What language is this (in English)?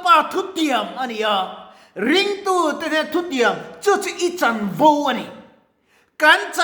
Mizo